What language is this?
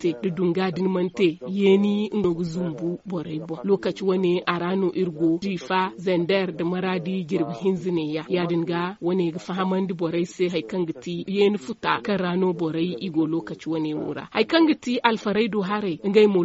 Zarma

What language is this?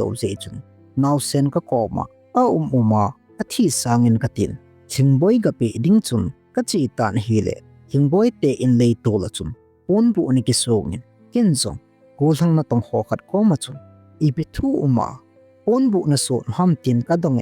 Thado Chin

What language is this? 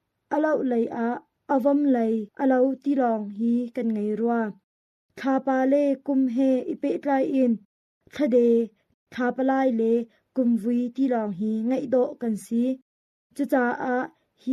Hakha Chin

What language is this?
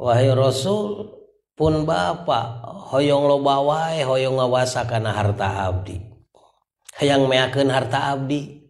Sundanese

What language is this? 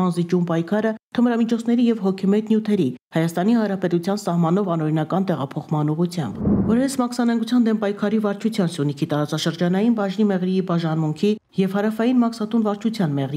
Armenian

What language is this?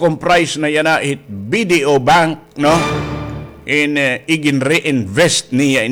Waray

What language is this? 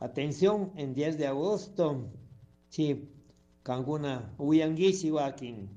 Chimborazo Highland Quichua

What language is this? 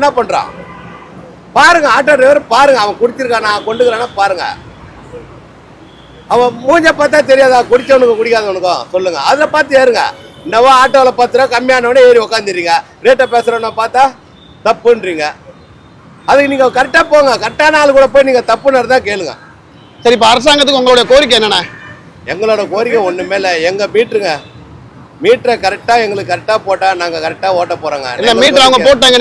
Tamil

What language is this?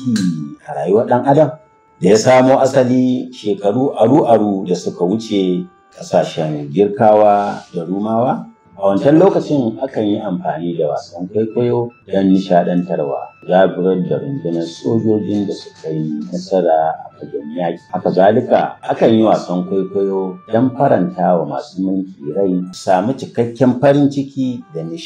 Hausa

